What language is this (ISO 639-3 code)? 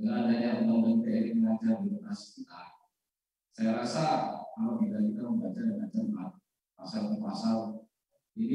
ind